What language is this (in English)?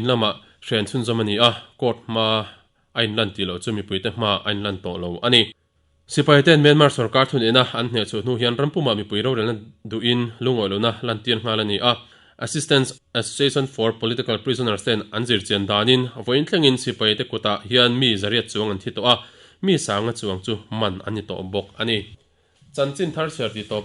Mizo